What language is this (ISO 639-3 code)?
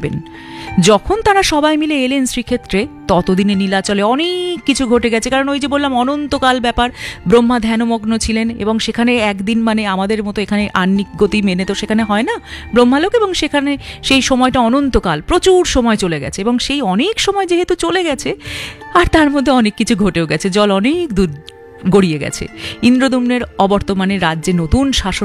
ben